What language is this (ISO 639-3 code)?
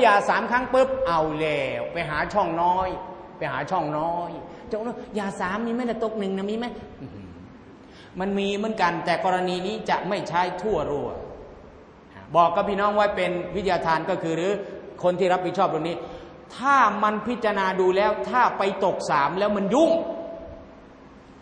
tha